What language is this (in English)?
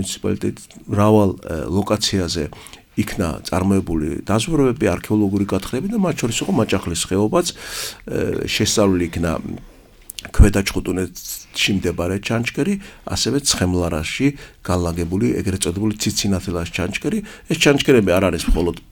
Georgian